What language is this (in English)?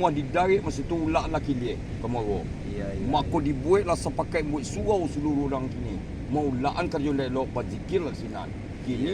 Minangkabau